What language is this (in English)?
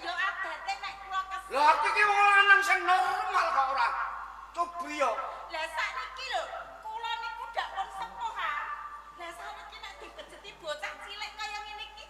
Javanese